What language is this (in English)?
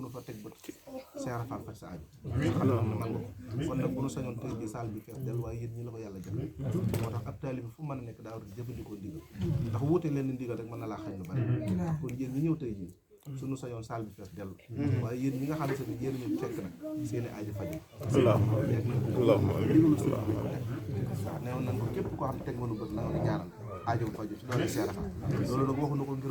Wolof